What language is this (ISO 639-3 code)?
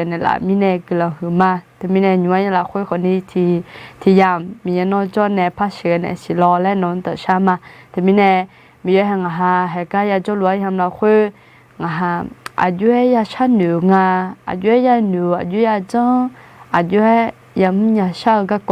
ahk